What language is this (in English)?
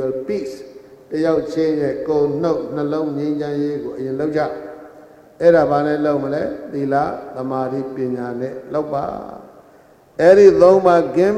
Burmese